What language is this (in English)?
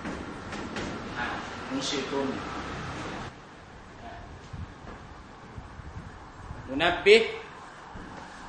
Thai